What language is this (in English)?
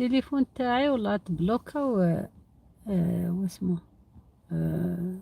Algerian Arabic